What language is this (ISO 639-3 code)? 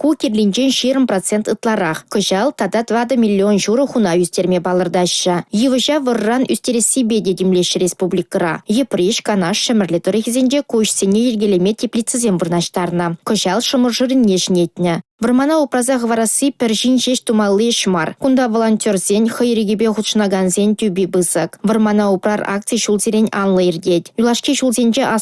chv